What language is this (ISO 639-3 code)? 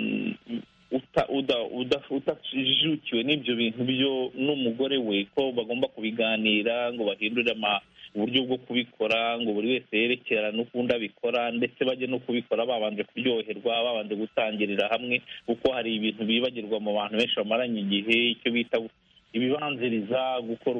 kin